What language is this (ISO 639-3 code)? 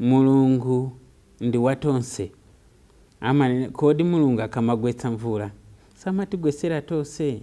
nya